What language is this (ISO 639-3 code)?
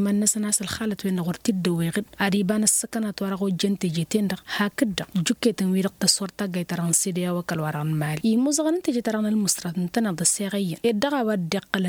taq